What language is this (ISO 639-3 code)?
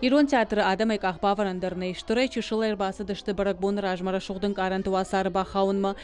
oss